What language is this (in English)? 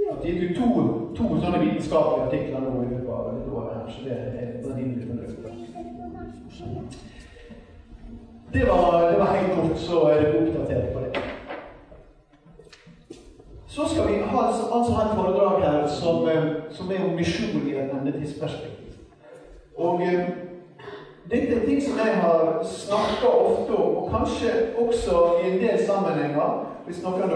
Norwegian